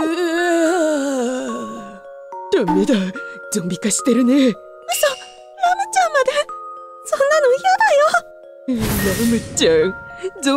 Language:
Japanese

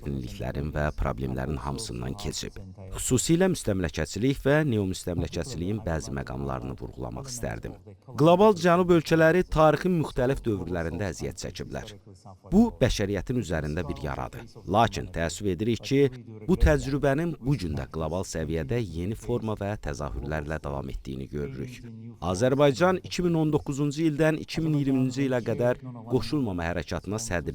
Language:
Azerbaijani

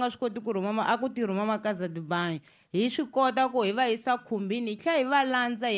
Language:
Tsonga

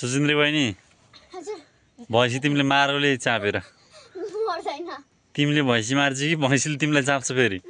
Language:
Nepali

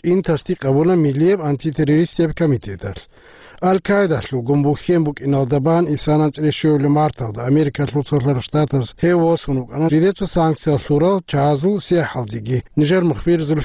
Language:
Avaric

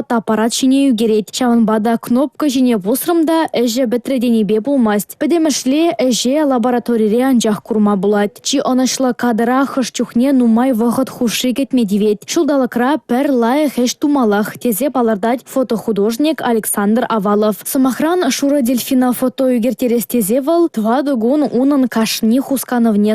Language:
Chuvash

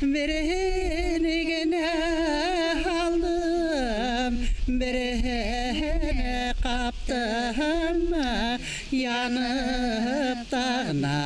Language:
Bashkir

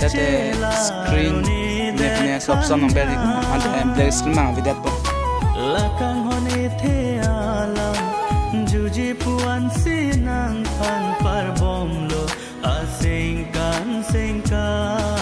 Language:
Karbi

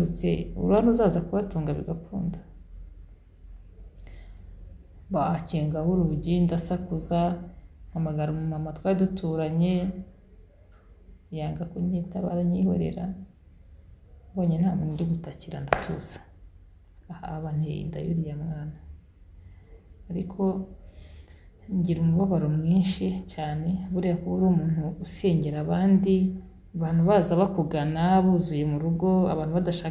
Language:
Kinyarwanda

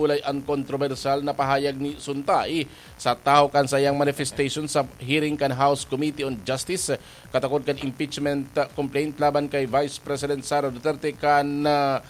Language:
Bikol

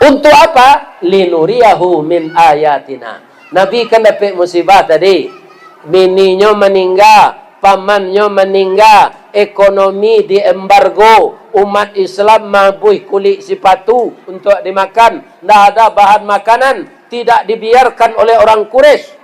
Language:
Minangkabau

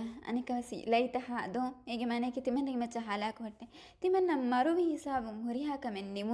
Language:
Divehi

